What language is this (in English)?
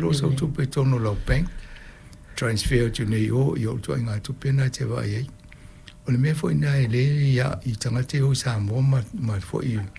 Samoan